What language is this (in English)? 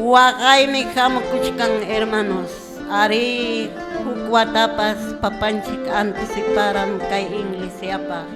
Quechua